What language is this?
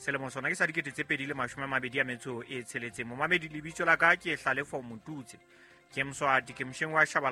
Southern Sotho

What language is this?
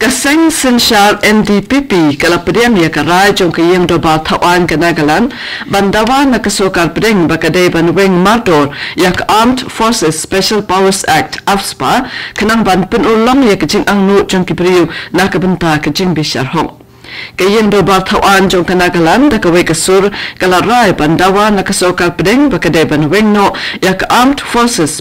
Khasi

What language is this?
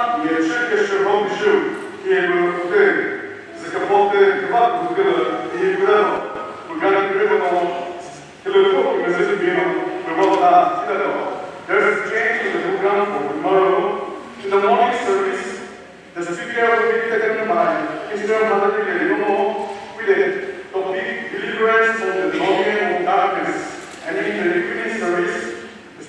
Chokri Naga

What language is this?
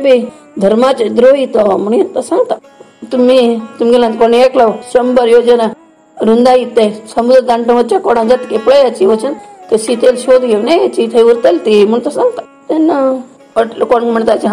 Konkani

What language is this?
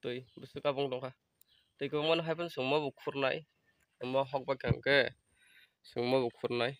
Kok Borok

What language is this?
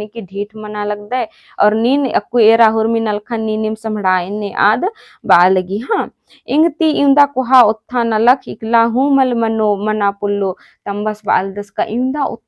Kurukh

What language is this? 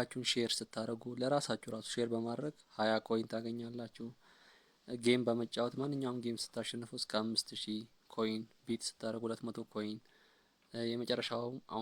Amharic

